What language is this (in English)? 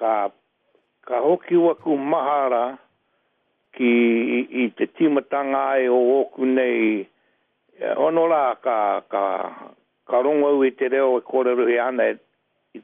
Māori